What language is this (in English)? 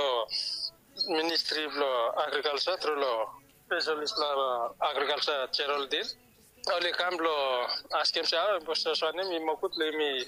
Bislama